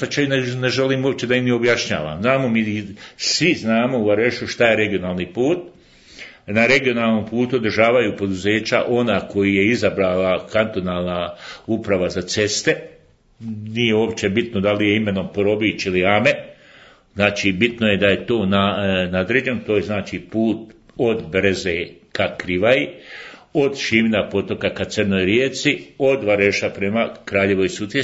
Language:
Bosnian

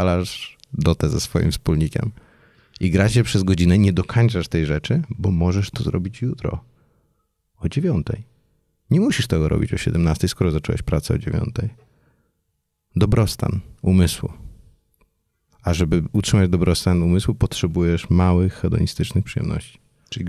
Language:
Polish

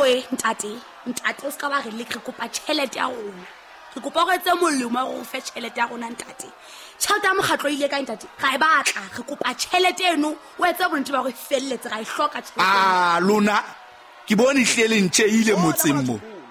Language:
Southern Sotho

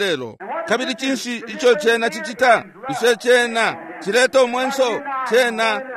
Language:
Bemba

